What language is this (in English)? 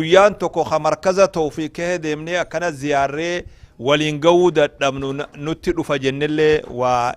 Oromo